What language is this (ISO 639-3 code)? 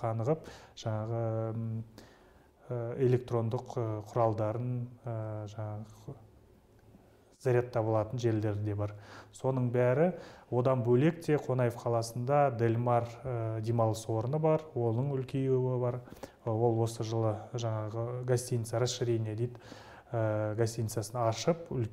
kaz